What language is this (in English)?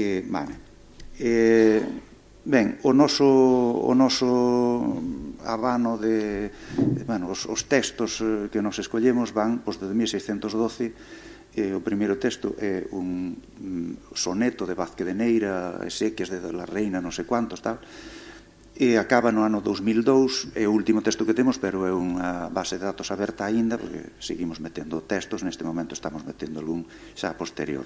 Galician